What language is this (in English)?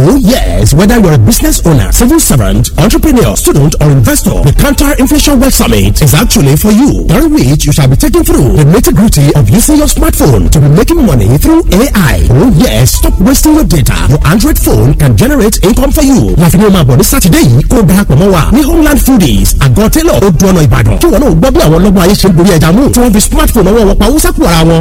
Yoruba